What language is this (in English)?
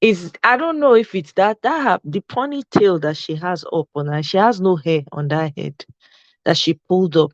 Nigerian Pidgin